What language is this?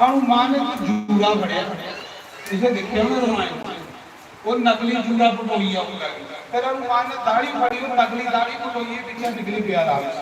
Dogri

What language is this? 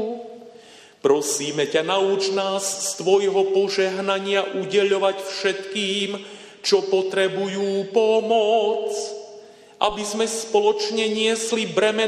Slovak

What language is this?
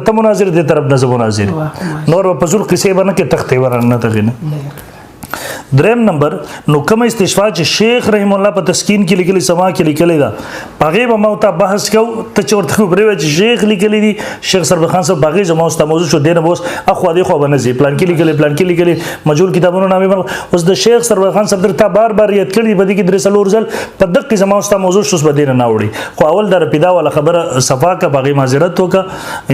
Pashto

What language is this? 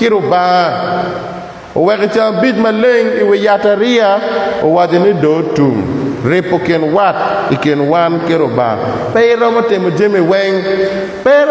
Acoli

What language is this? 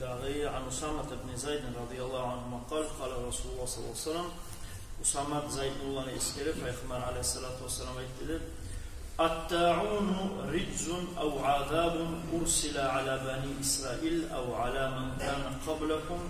Kumyk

